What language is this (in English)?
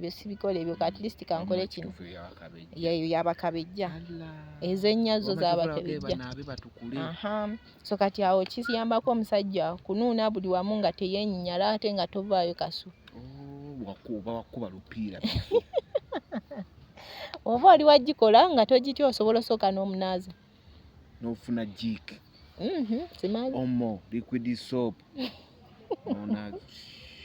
Ganda